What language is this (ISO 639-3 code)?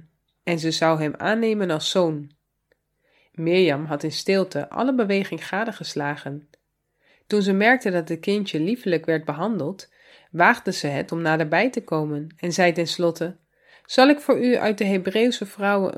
nld